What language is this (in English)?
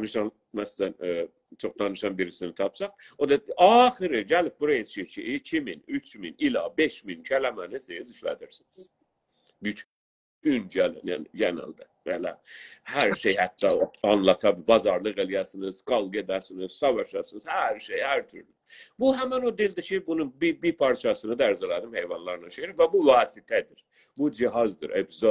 South Azerbaijani